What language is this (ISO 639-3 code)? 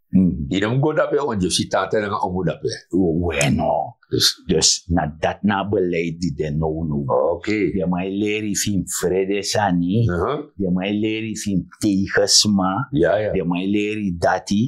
srn